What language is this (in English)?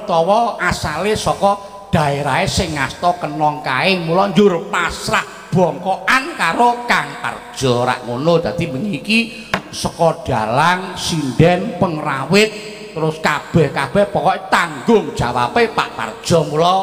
Javanese